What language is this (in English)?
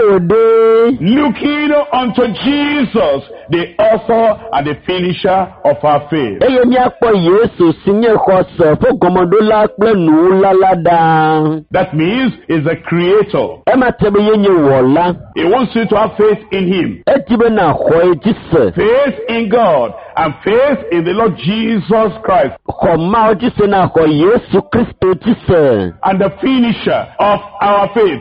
Ewe